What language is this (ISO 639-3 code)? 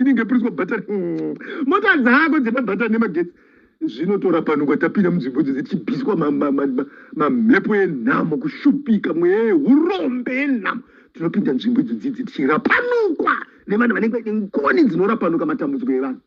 sna